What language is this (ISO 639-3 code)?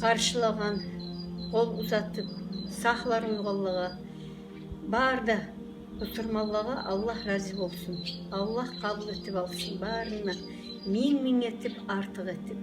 kum